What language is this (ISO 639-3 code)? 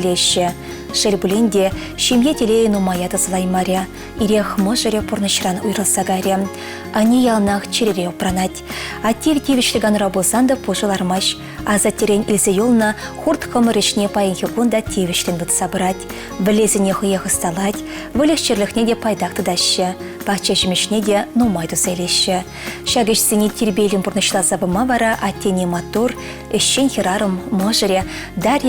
chv